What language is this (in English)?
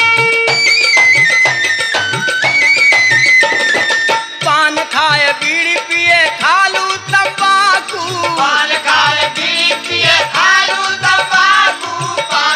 Bhojpuri